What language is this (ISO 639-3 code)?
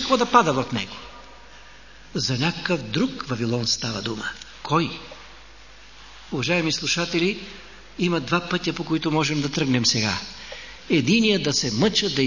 bul